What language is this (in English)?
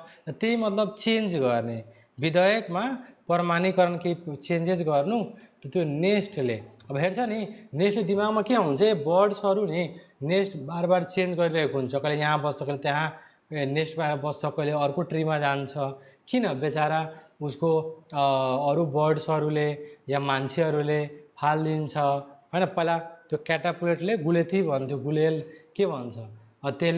Nepali